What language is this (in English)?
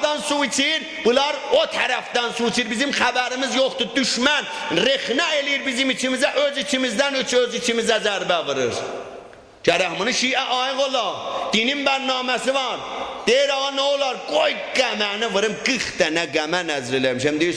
South Azerbaijani